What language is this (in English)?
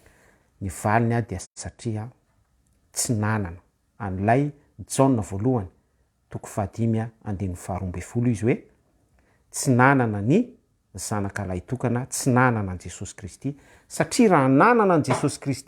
Malagasy